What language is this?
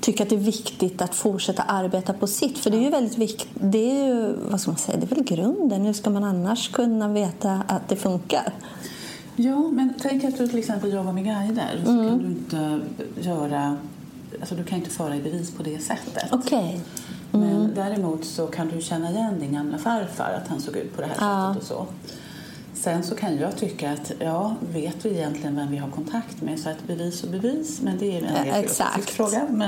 Swedish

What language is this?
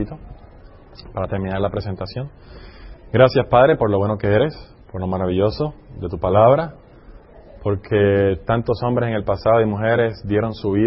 Spanish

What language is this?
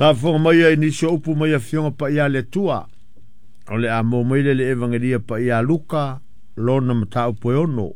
Samoan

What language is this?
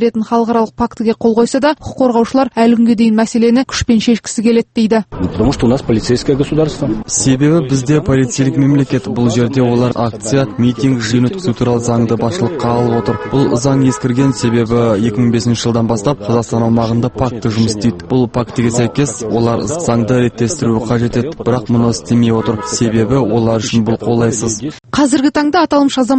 Kazakh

